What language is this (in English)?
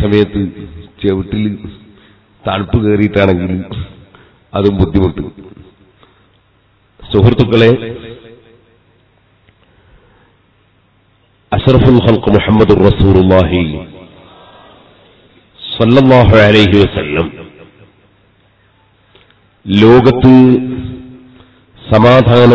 Malayalam